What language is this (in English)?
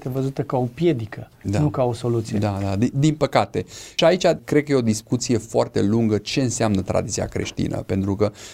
Romanian